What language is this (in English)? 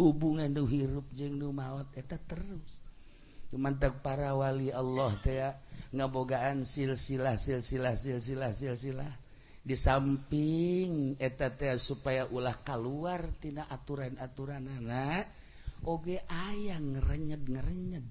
Sundanese